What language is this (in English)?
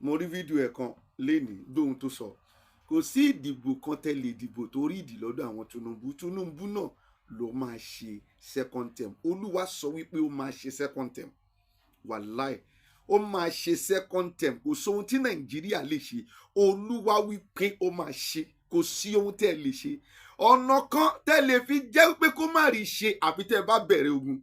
Yoruba